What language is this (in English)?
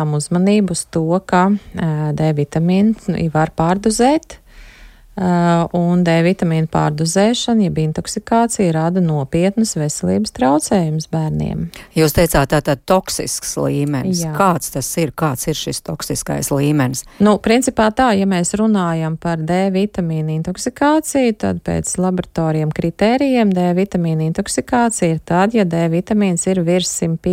Latvian